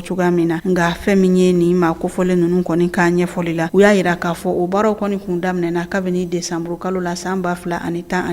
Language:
Bambara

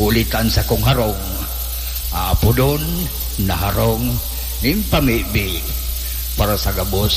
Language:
Bikol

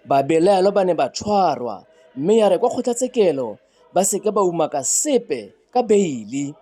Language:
Tswana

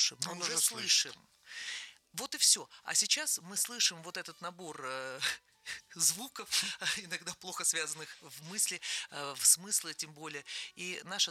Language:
Russian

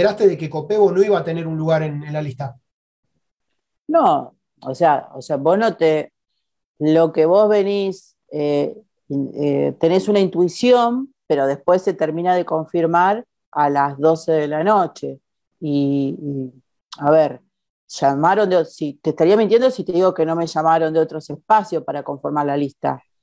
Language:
Spanish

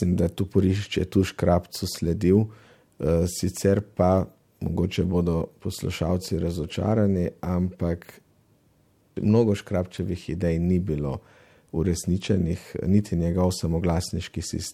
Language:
Slovenian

